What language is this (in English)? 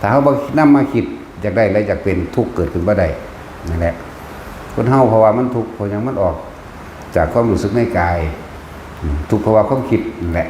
Northeastern Thai